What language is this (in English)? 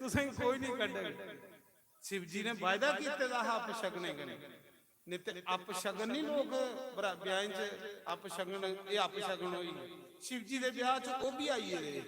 Dogri